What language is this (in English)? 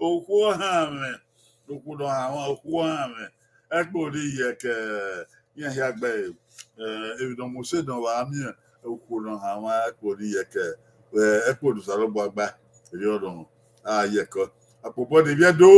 Bini